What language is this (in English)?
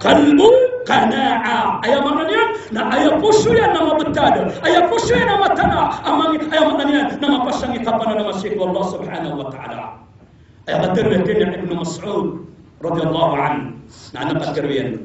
Maranao